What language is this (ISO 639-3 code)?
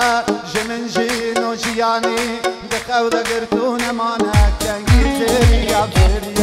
kur